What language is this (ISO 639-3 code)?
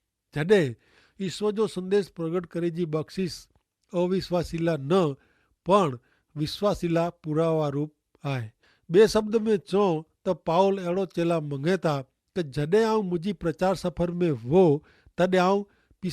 kfr